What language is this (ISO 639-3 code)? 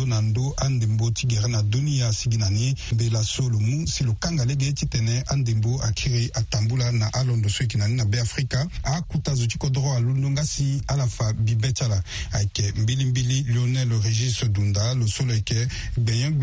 sag